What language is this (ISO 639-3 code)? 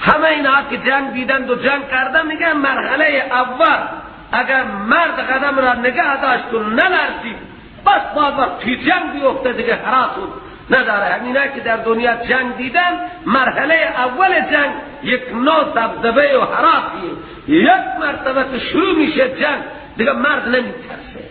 fas